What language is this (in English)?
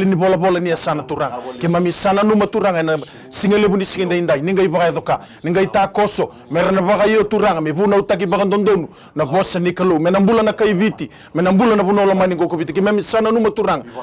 Fijian